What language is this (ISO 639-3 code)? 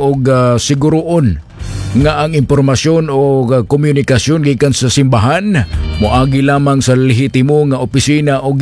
ceb